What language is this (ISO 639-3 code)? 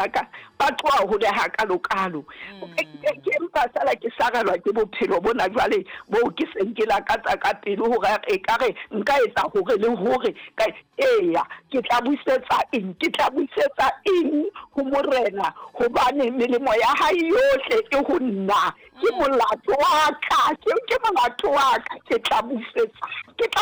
sot